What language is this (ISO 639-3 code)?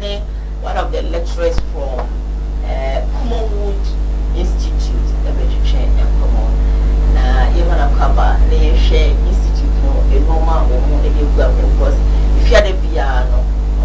aka